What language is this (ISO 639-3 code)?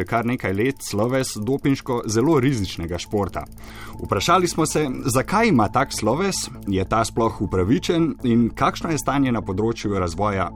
slv